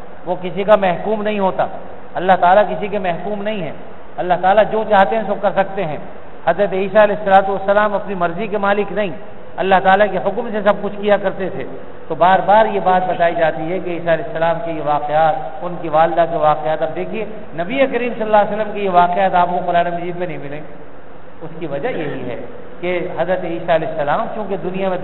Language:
Urdu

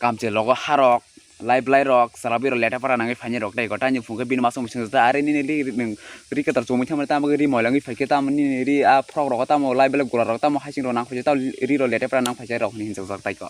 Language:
Kok Borok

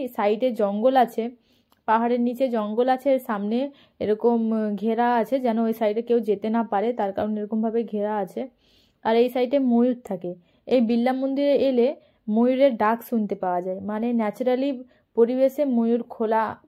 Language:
Bangla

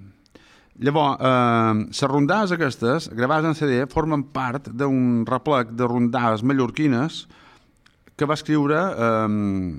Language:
Catalan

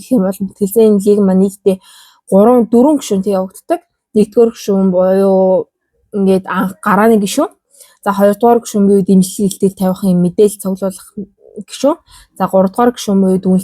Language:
Mongolian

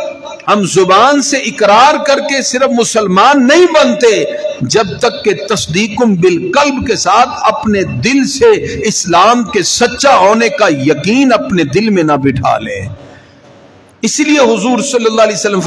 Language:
Urdu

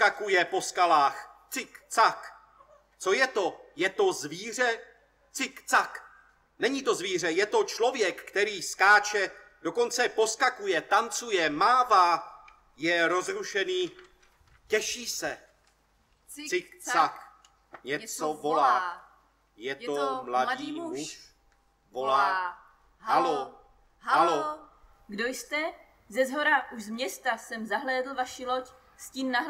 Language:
Czech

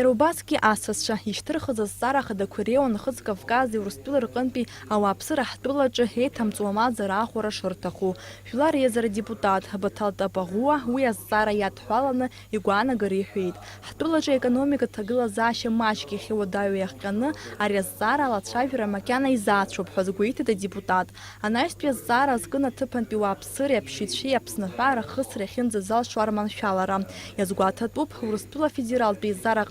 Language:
Abkhazian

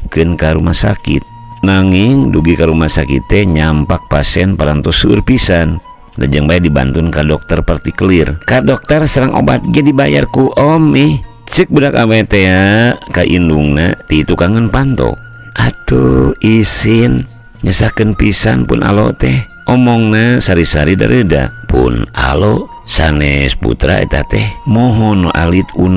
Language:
Sundanese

